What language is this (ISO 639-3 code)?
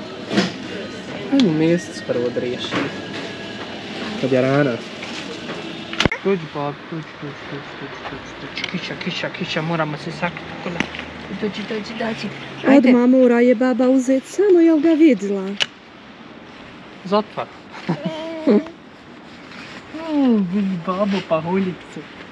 bos